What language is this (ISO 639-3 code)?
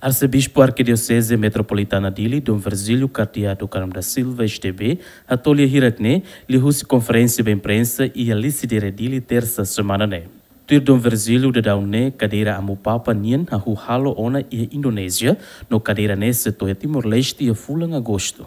tet